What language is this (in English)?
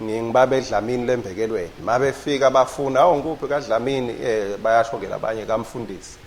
Swati